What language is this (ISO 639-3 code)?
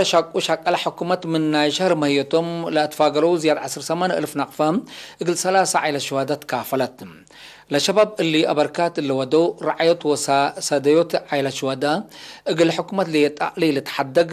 tig